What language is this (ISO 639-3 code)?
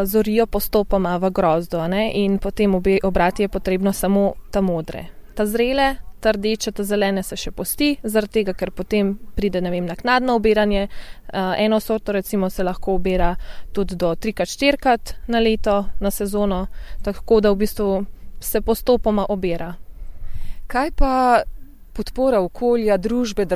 slv